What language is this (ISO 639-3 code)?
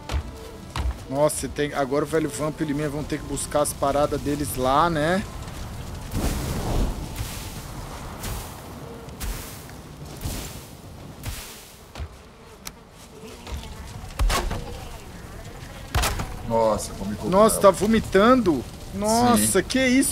por